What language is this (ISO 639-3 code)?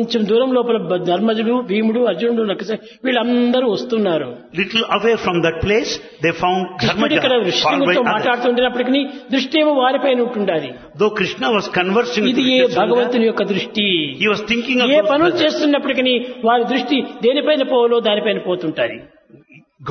tel